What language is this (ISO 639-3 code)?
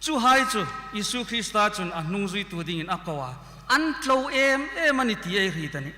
hmr